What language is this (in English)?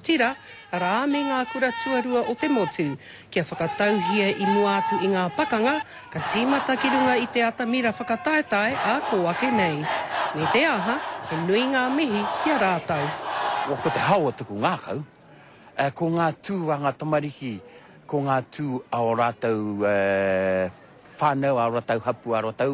Māori